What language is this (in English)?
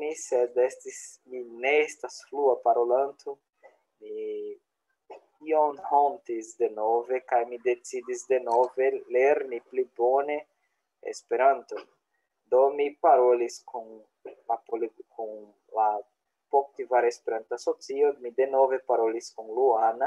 Esperanto